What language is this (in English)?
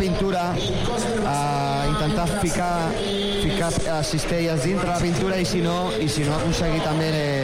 Catalan